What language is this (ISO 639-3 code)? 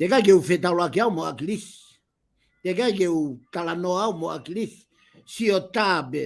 ton